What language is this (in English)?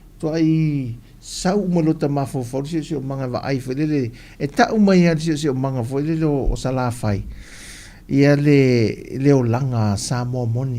Samoan